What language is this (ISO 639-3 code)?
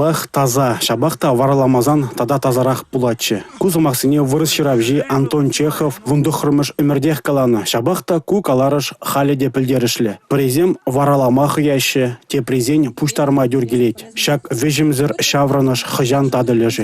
chv